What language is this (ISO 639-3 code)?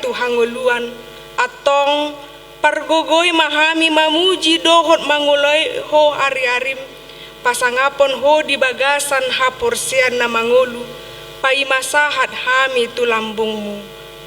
bbc